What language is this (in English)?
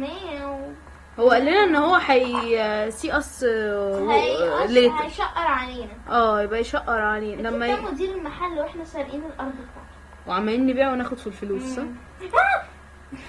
Egyptian Arabic